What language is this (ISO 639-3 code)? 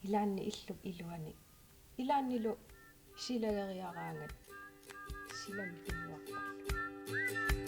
kal